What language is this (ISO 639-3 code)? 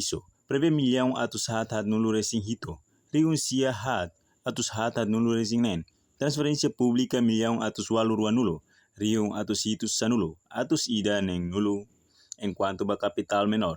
tet